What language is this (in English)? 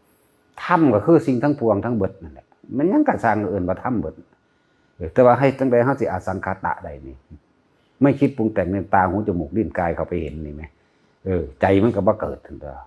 Northeastern Thai